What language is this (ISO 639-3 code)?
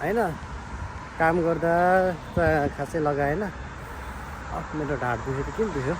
nep